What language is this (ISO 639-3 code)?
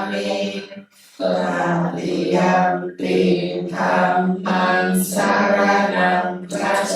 pli